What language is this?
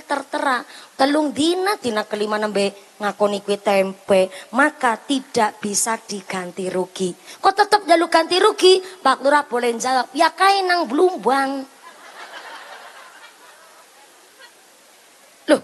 Javanese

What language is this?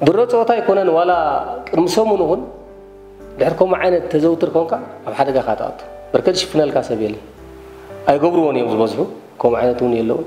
Tigrinya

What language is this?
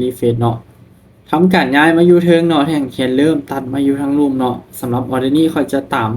Lao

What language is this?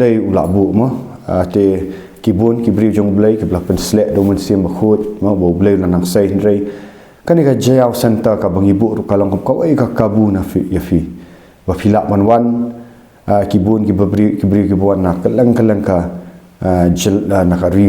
Khasi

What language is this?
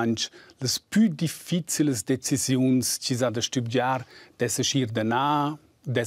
Romansh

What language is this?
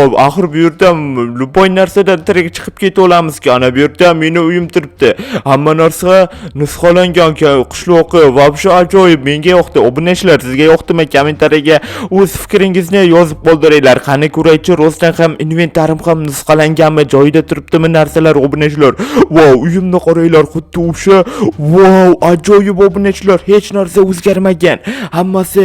Uzbek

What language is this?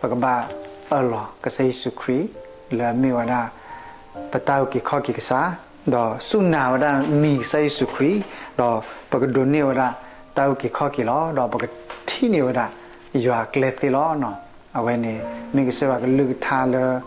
S'gaw Karen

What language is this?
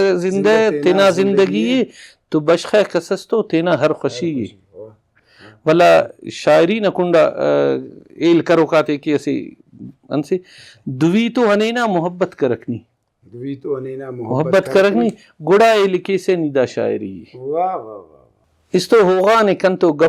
Brahui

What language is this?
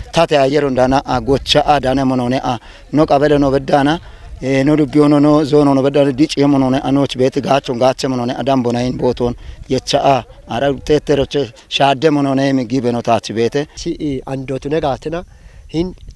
Kafa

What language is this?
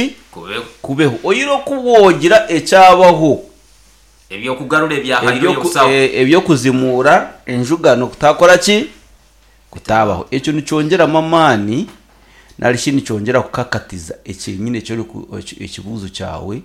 Nyoro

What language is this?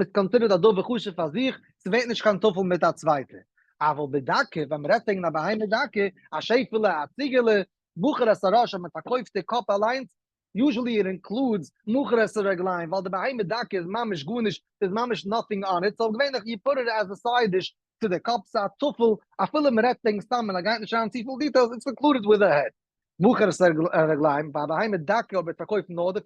Yiddish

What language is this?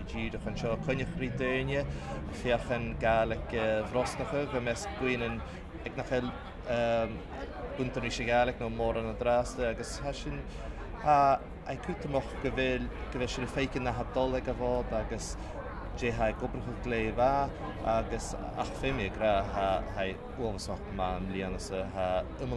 Scottish Gaelic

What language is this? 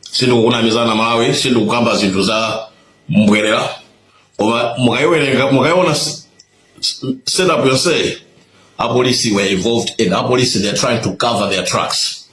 Nyanja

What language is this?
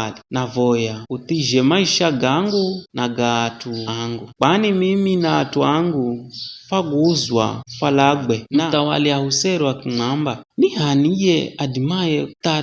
Giryama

